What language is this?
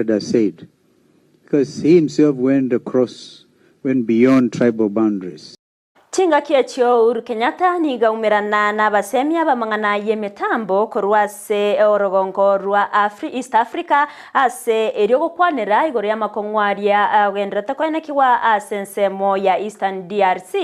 Gusii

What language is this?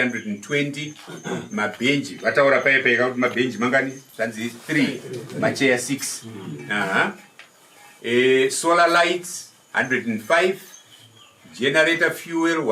Shona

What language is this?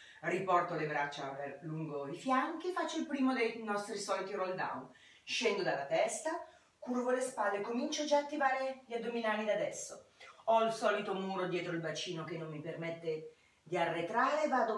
Italian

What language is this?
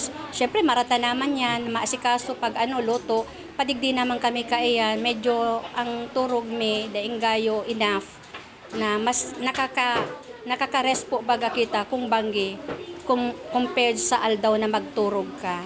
Bikol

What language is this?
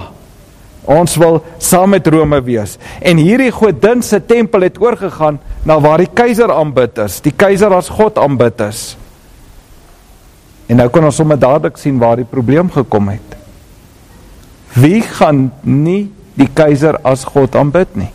Afrikaans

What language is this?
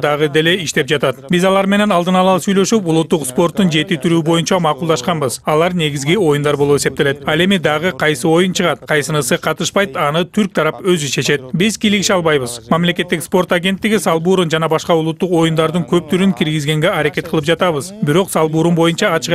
Kyrgyz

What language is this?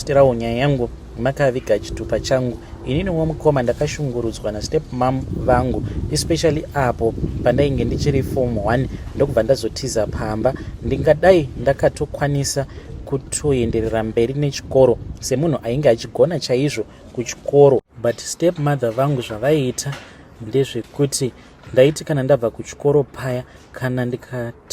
Shona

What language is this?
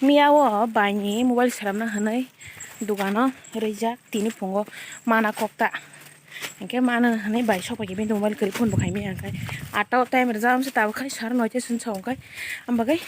Kok Borok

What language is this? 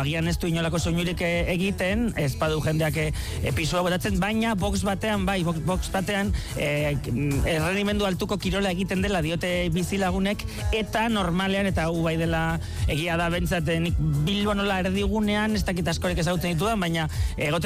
Basque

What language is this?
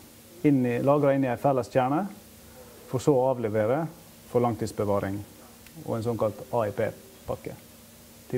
Norwegian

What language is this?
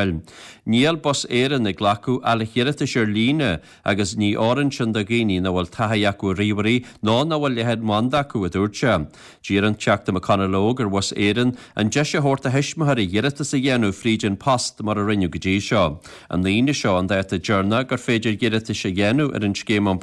Irish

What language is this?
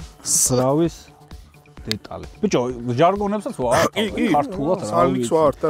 Georgian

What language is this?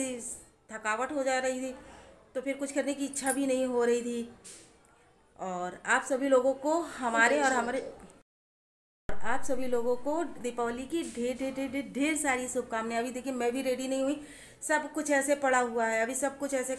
Hindi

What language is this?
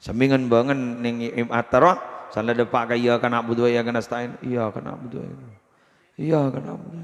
Madurese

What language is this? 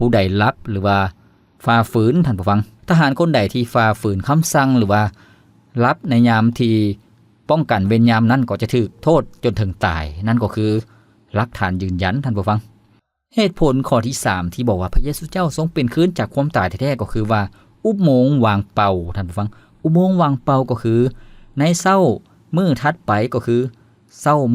Lao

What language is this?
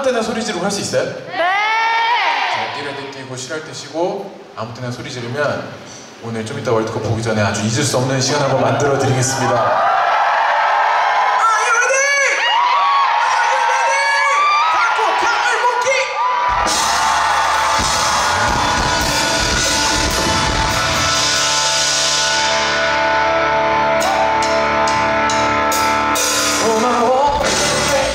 Korean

